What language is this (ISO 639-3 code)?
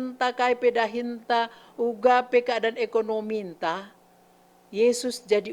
btx